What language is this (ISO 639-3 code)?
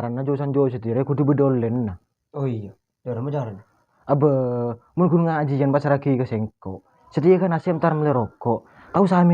mad